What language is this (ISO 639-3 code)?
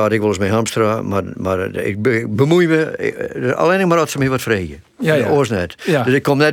fry